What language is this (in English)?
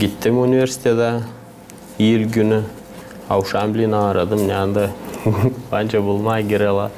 Gagauz